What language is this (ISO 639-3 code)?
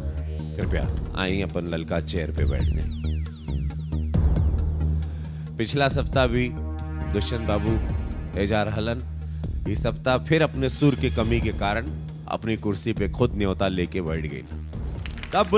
bho